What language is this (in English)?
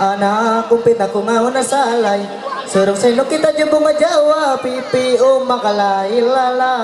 Ma'anyan